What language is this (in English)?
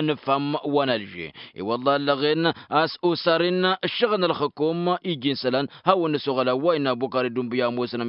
Tamasheq